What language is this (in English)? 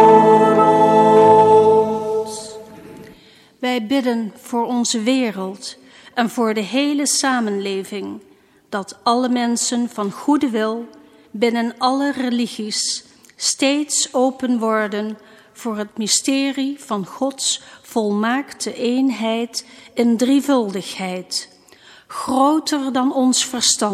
Dutch